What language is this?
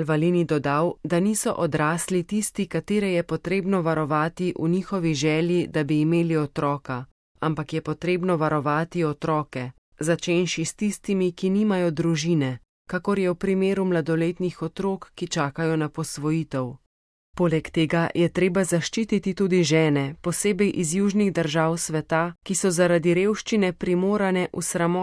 Slovenian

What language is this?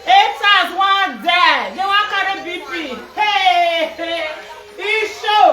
Nigerian Pidgin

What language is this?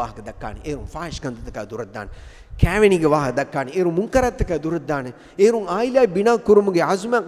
Divehi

